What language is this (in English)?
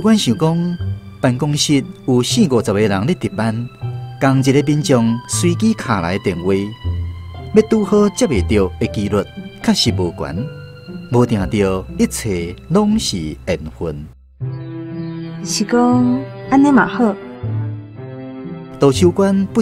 Min Nan Chinese